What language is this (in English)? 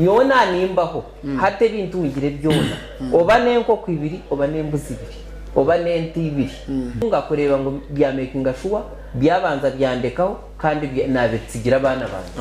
Nyankole